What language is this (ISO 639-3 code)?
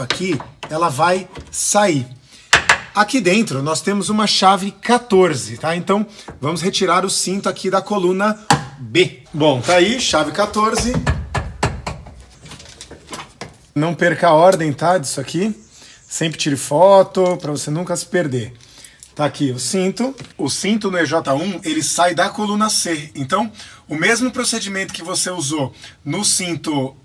por